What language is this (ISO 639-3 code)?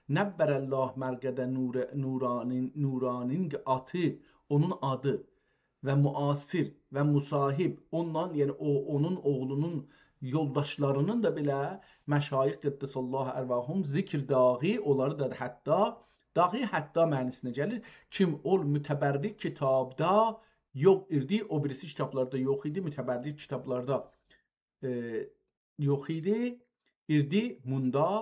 azb